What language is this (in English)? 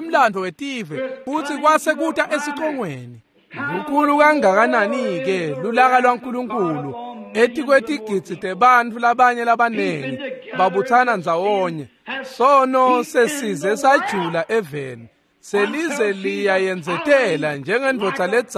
Swati